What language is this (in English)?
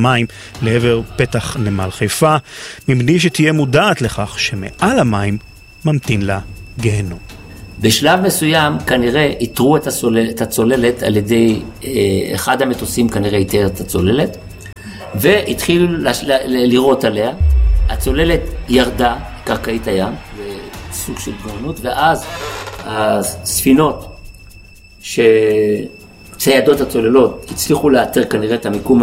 Hebrew